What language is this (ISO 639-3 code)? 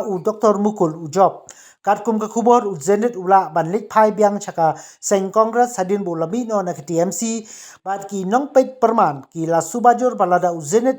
kha